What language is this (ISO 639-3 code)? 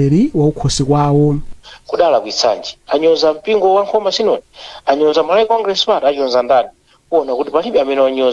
nya